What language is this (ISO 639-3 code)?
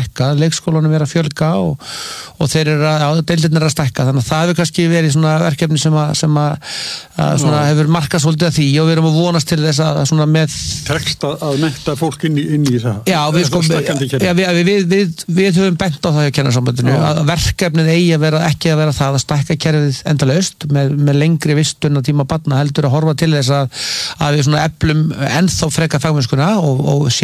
isl